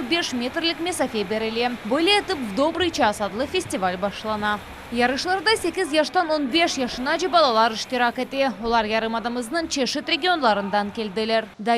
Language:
Crimean Tatar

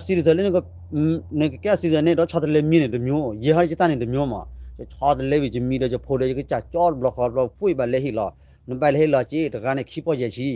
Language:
S'gaw Karen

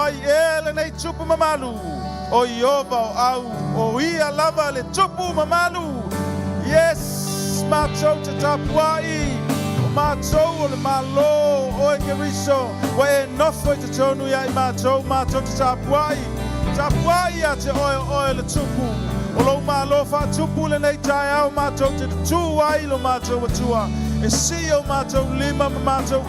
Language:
Samoan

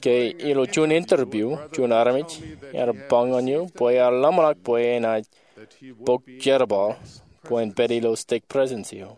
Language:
Marshallese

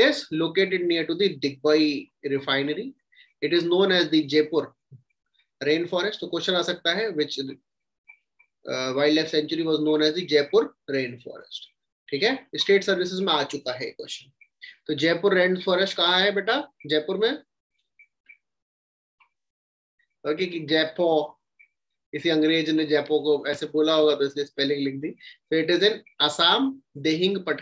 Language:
Hindi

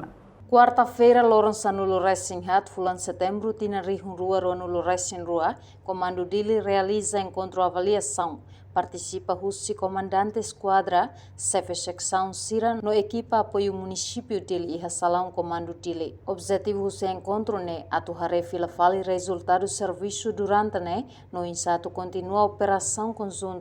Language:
Tetum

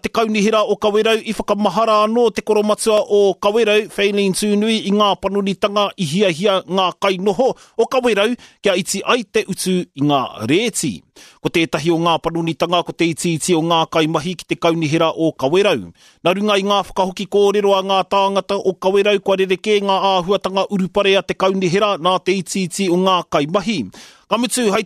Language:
Māori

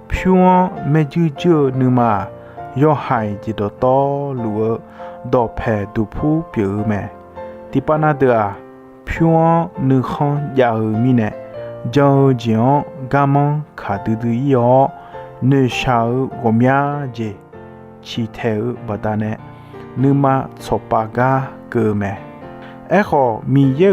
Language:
Akha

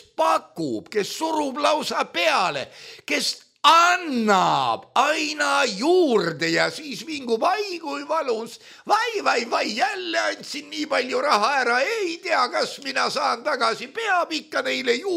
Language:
Estonian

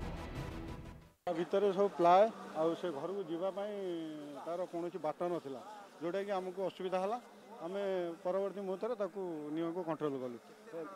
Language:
Odia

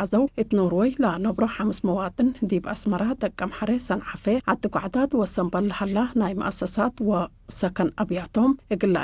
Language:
Tigre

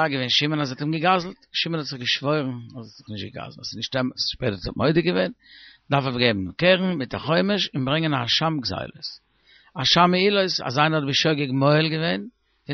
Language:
Yiddish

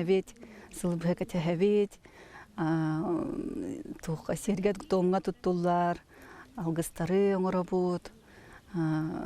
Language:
Yakut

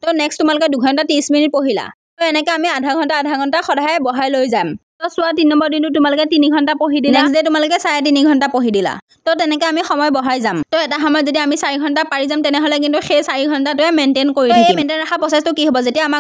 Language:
Assamese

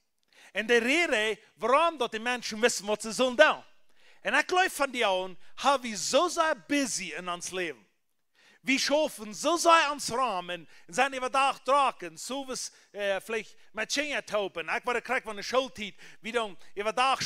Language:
Plautdietsch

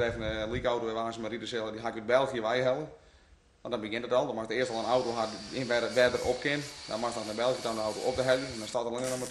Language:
Western Frisian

